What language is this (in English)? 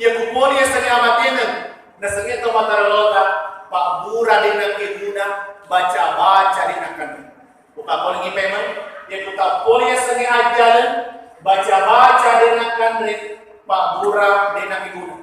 Buginese